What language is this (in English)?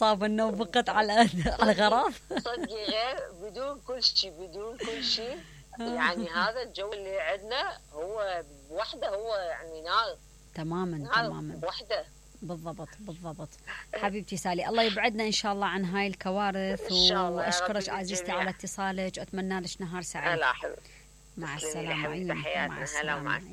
Mesopotamian Arabic